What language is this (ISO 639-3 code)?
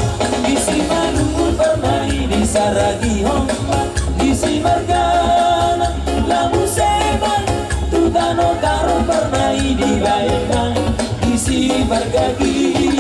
bbc